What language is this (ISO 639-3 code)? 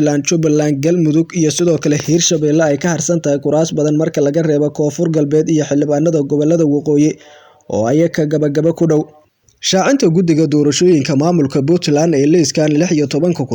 som